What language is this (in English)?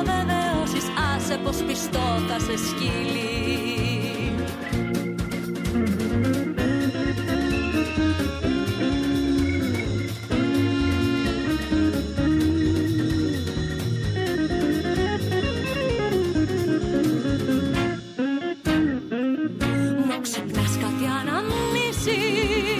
Greek